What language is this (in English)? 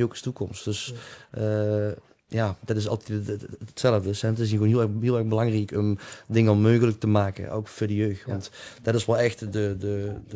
Limburgish